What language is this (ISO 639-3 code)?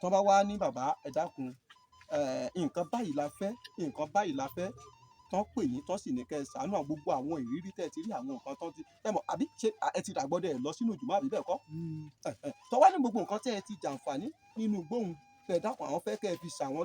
yor